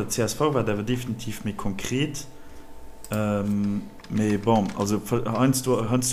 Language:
Luxembourgish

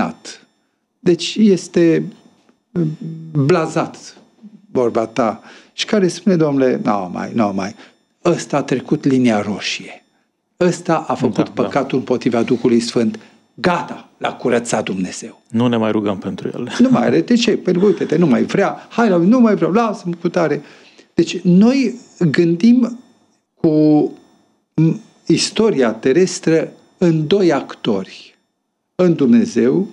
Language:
Romanian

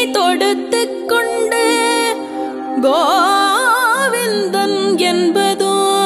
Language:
Tamil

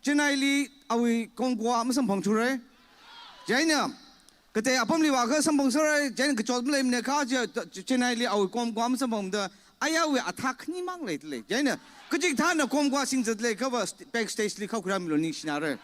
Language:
Tangkhul Naga (India)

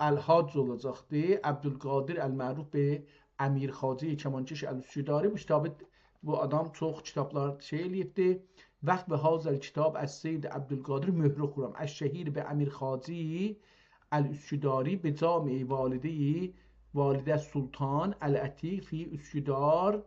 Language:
South Azerbaijani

